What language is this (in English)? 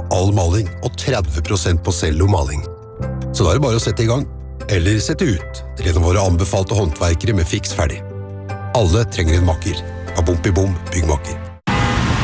Norwegian